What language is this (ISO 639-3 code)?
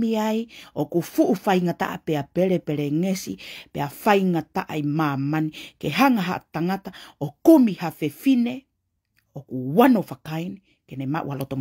ton